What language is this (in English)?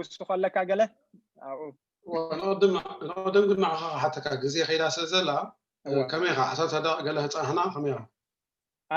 Tigrinya